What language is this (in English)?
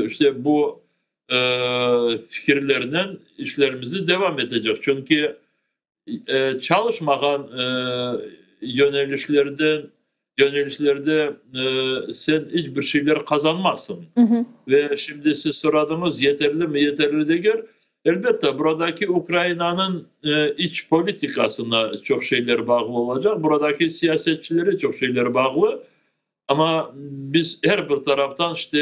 Crimean Tatar